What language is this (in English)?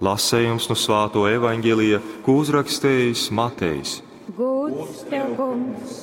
Latgalian